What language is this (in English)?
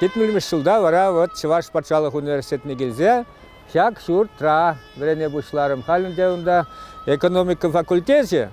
Chuvash